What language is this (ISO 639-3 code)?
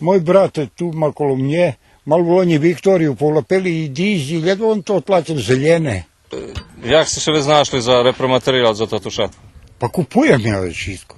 rue